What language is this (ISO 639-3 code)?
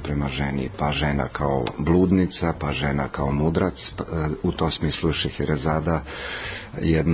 srp